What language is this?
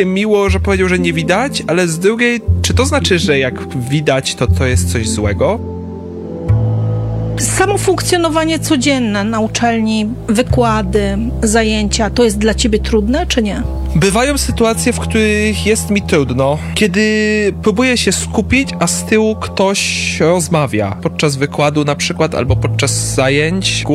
Polish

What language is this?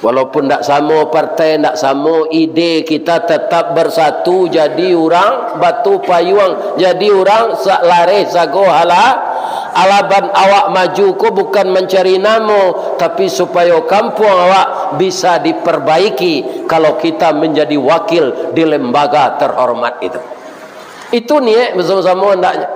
Minangkabau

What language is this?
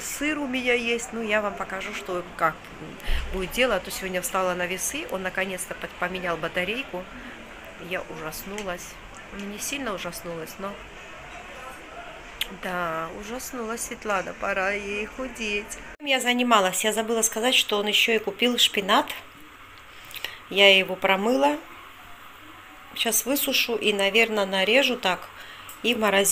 Russian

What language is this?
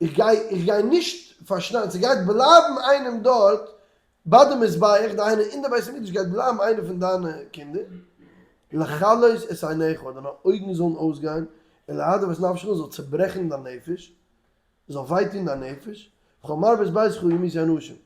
Yiddish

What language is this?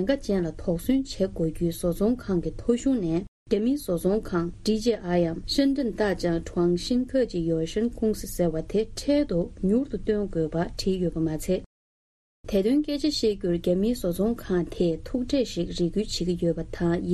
Tibetan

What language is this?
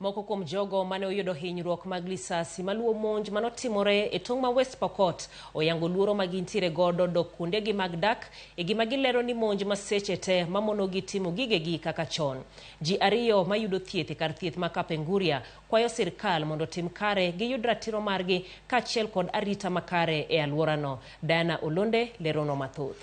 Luo (Kenya and Tanzania)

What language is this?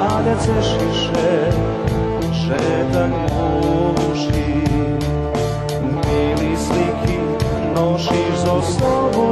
Rusyn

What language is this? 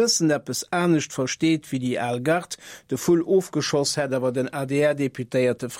Luxembourgish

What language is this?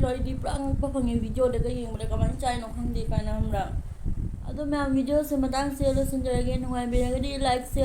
Manipuri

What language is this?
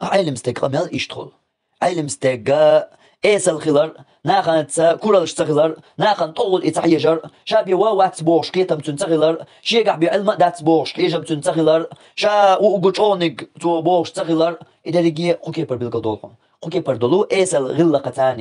Chechen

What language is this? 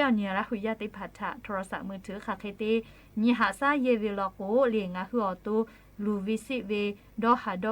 Lahu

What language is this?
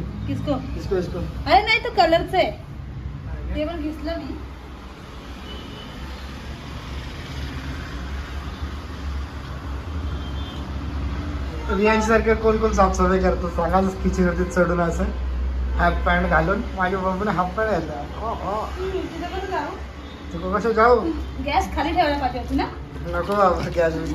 Marathi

